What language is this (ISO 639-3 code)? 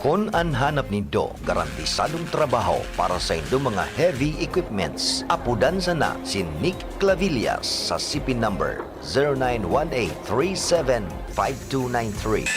bik